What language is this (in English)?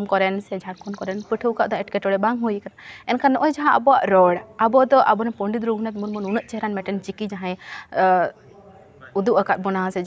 Santali